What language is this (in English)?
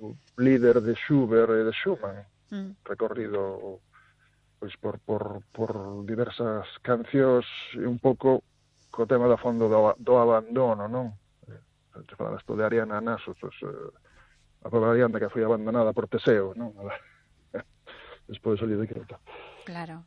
Galician